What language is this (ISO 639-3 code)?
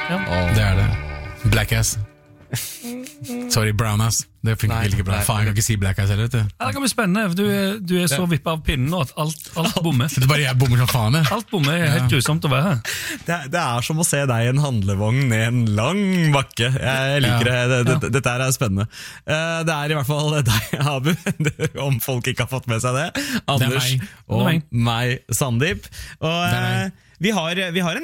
nor